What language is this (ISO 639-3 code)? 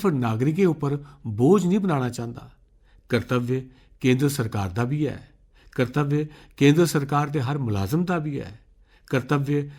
doi